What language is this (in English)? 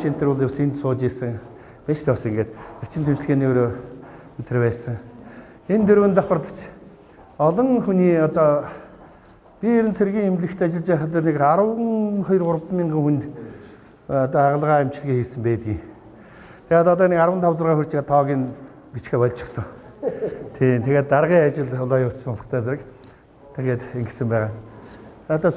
Mongolian